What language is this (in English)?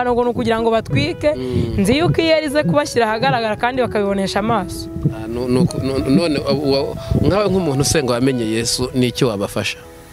Kinyarwanda